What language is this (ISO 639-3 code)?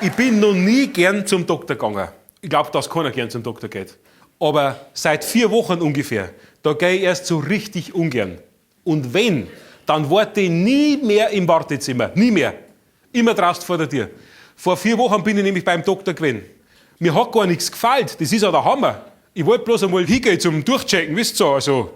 bar